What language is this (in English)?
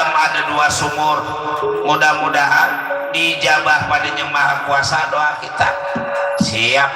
Betawi